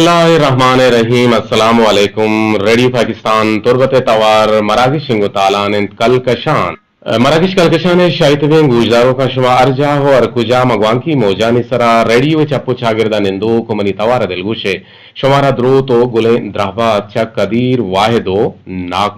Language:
Eastern Balochi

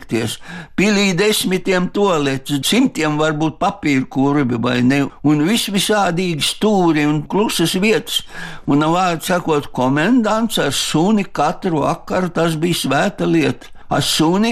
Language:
Latvian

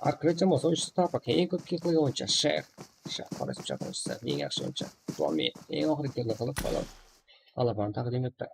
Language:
Kara-Kalpak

